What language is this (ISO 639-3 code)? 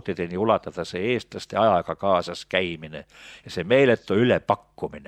est